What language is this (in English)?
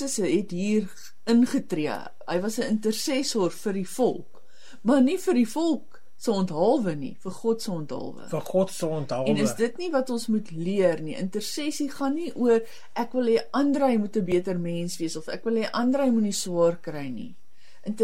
Afrikaans